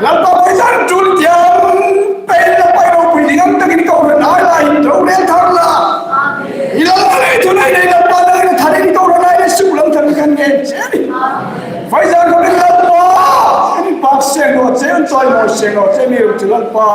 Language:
Hmar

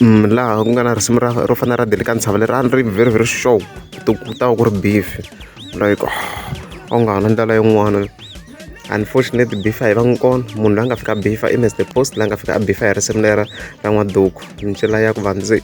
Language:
Tsonga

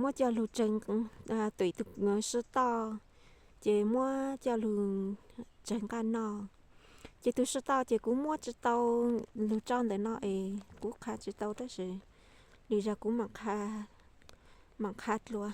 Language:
Hmong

